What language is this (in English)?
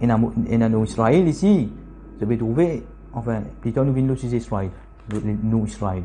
Morisyen